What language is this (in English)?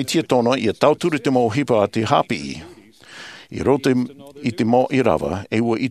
Tahitian